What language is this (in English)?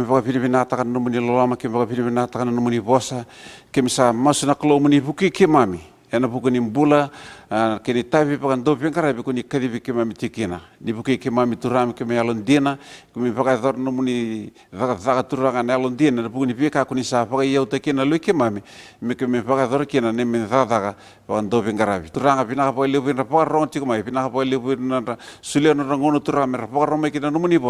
Fijian